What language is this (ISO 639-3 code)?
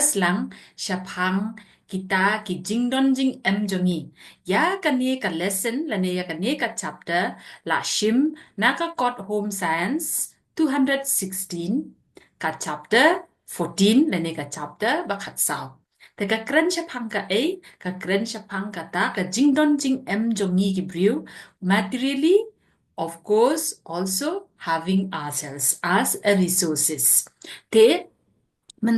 kha